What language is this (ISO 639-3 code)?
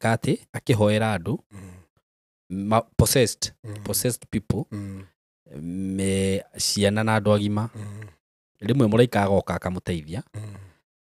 kik